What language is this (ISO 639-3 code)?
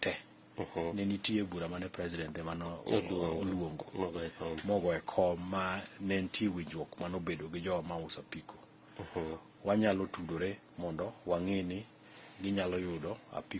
luo